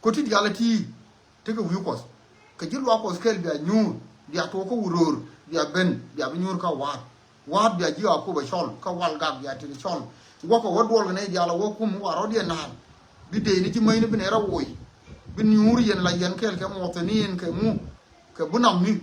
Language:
Nuer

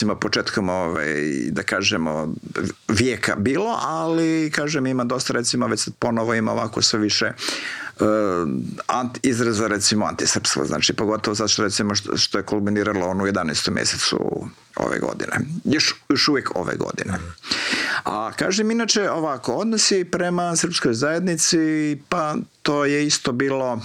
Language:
Croatian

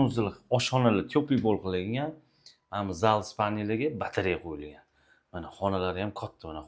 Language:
Uzbek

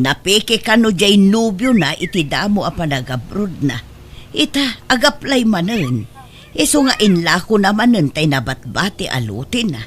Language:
Iloko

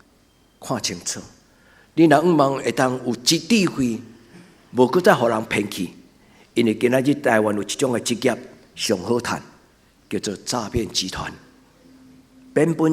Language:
Min Nan Chinese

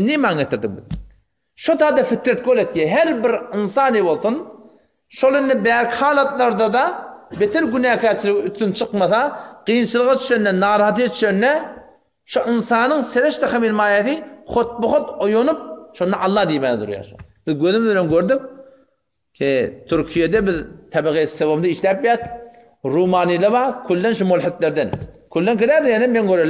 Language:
Turkmen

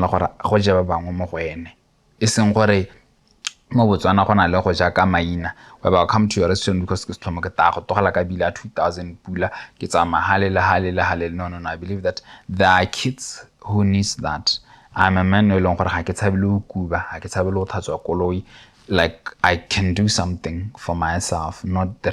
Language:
Tswana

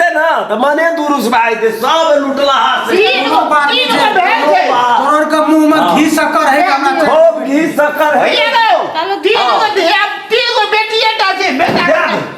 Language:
Maithili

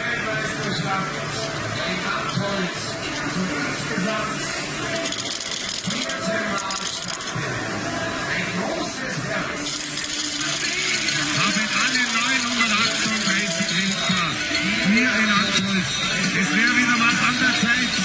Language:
German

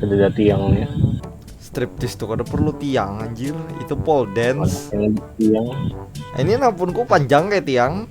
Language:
Banjar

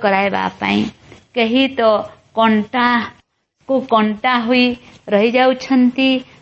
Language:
Odia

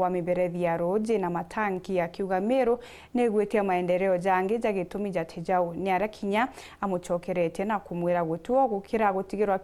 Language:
Meru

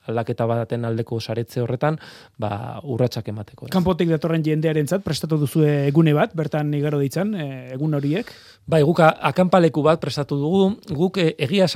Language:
Basque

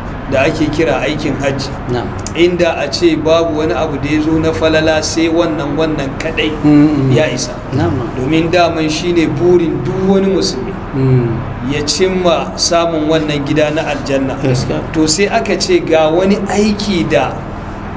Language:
Hausa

